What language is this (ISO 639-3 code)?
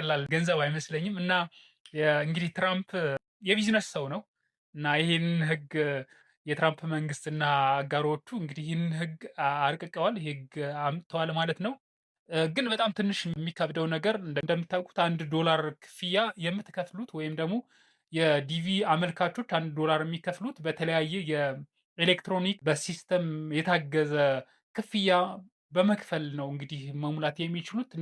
amh